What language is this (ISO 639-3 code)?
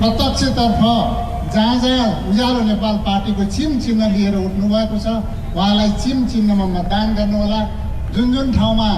nep